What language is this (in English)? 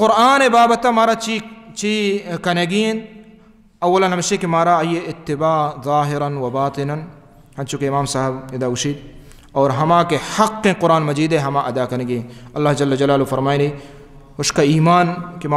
Baluchi